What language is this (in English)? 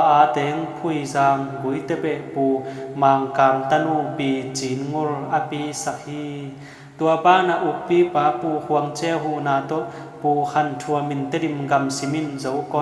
Tedim Chin